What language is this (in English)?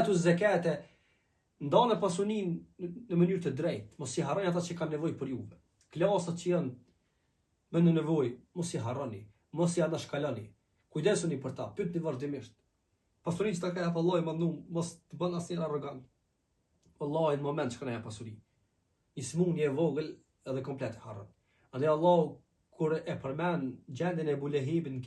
Albanian